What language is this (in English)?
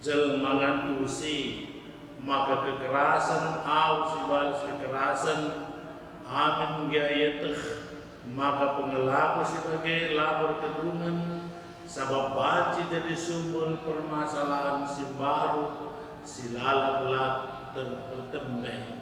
Batak Karo